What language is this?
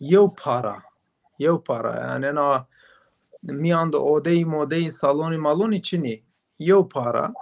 Zaza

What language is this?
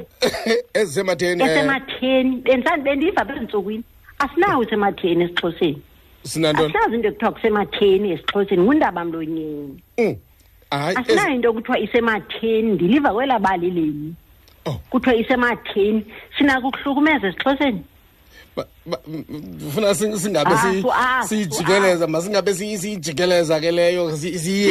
Xhosa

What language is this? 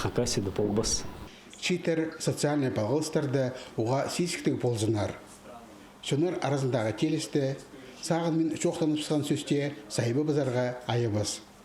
Khakas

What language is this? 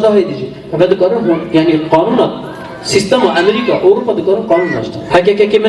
Kurdish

